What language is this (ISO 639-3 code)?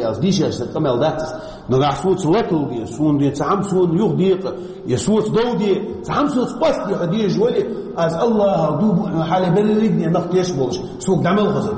che